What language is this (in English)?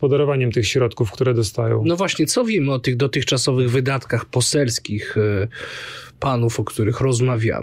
Polish